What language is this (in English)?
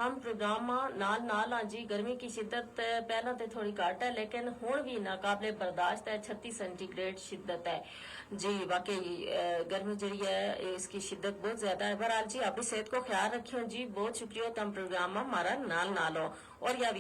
Gujari